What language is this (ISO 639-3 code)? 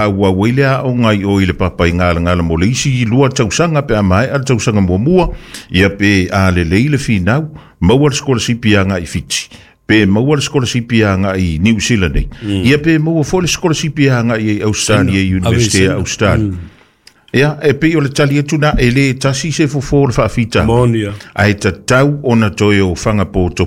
smo